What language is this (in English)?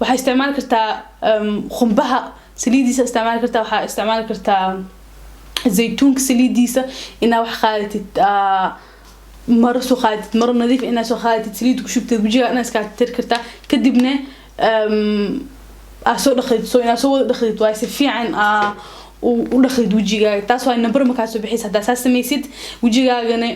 Somali